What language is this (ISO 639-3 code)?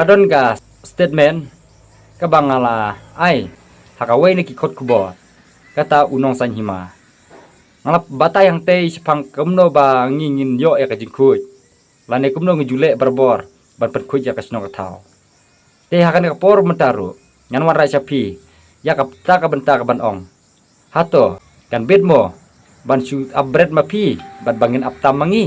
kha